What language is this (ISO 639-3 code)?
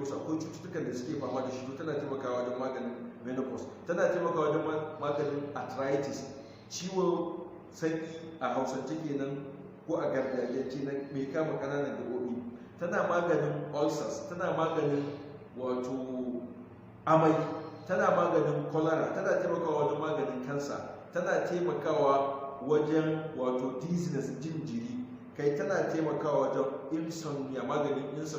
hau